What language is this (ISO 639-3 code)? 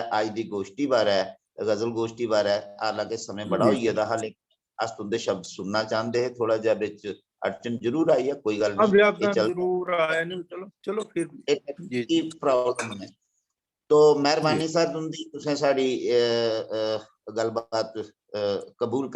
doi